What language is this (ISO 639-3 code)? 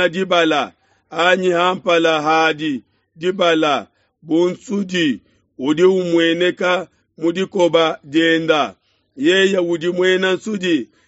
lua